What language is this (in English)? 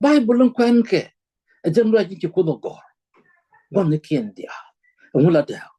Nuer